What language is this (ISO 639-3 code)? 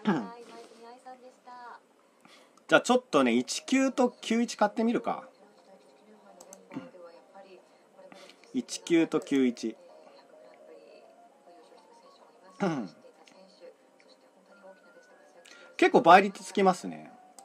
jpn